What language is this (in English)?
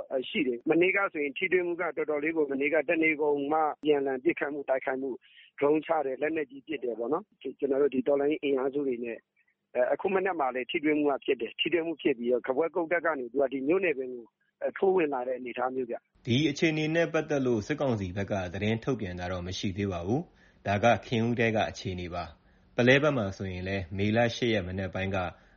Burmese